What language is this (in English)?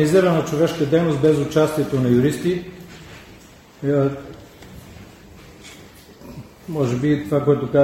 Bulgarian